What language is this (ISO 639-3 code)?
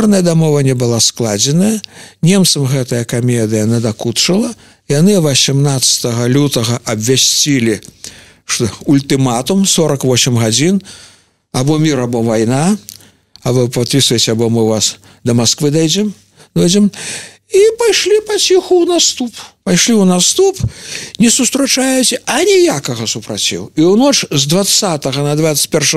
bel